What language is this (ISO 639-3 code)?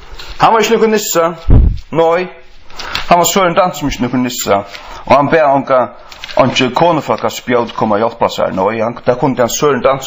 fao